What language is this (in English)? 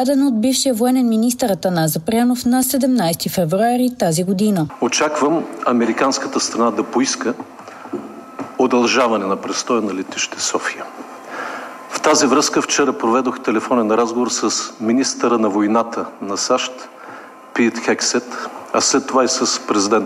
Bulgarian